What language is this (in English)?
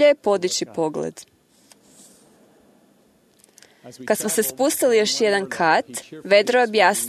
Croatian